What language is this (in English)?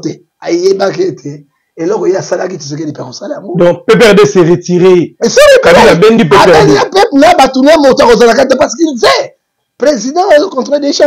Lingala